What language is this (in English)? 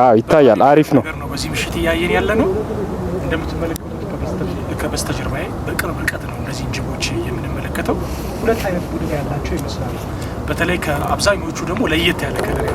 Amharic